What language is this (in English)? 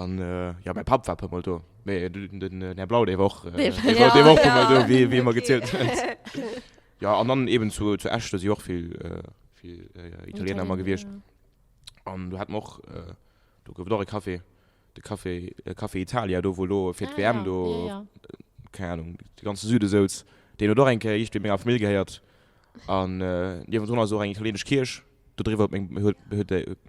Luxembourgish